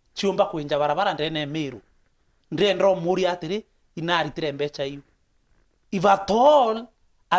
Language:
Meru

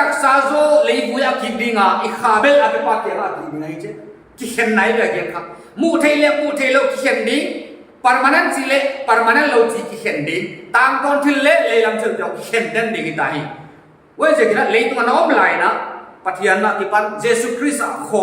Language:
Paite Chin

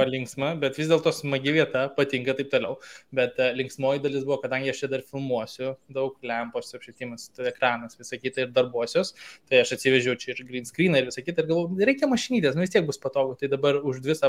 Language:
Lithuanian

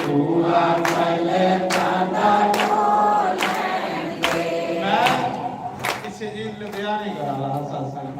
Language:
Dogri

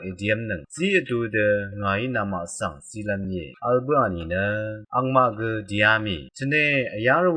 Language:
Rawang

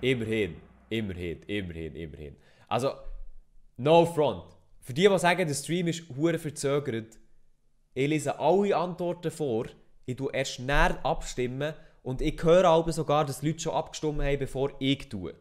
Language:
Swiss German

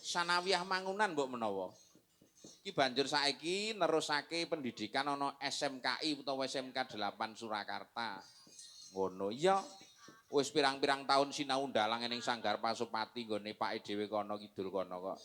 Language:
Javanese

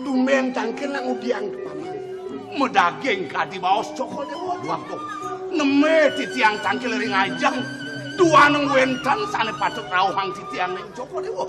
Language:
Balinese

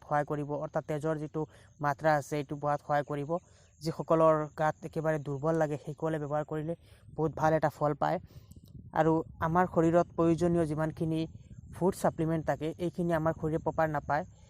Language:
Assamese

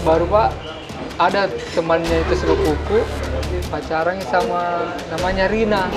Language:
Makassar Malay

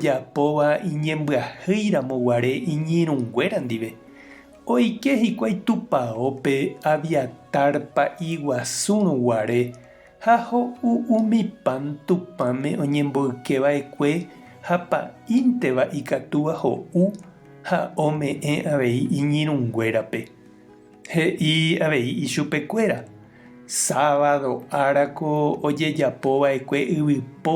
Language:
Guarani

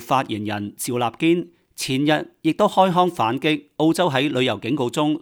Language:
Cantonese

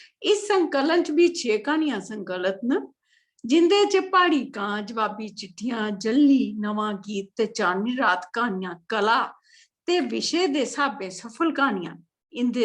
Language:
Dogri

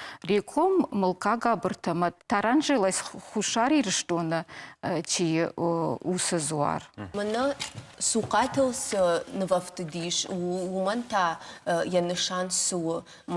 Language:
Ossetic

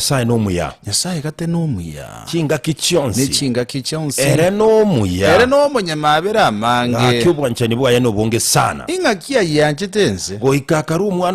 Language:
Gusii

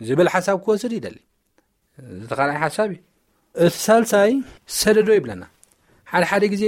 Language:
Tigrinya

